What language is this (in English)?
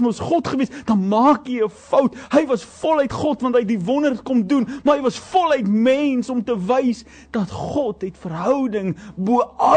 Afrikaans